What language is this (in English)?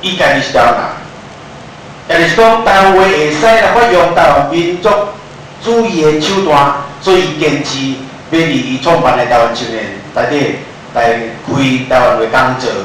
Min Nan Chinese